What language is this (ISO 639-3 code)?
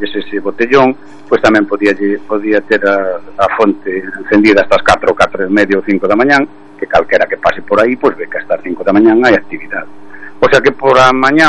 glg